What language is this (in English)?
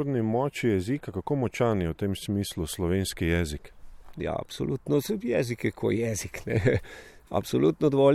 Slovenian